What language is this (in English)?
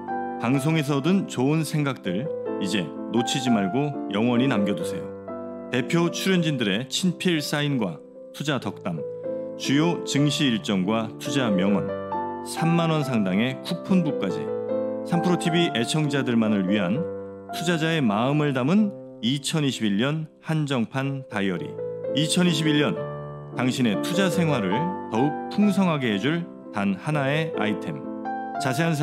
Korean